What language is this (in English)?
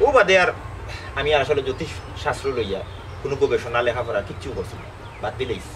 Sylheti